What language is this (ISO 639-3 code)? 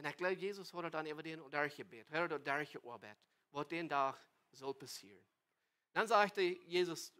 pdt